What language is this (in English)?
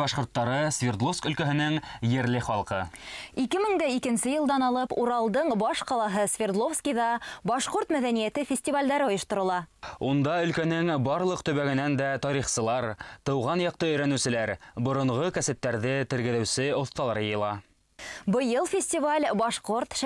Bashkir